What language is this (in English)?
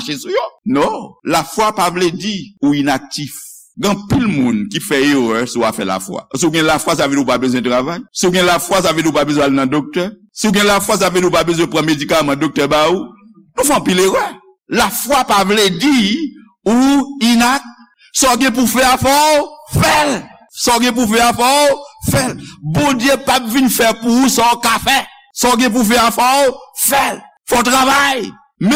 Haitian Creole